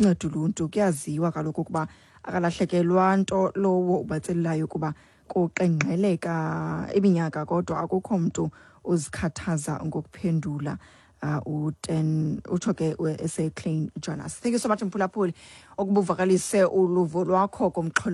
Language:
Xhosa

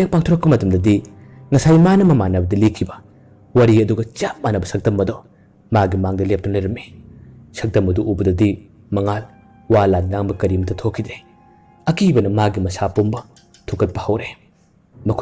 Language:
Manipuri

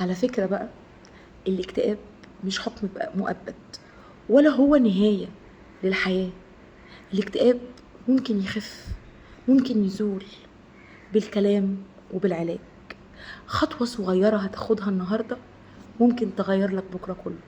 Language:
Egyptian Arabic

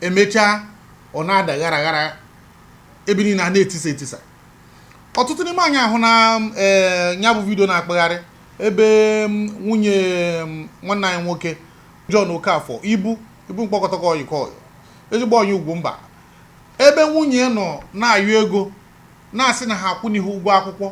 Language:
Igbo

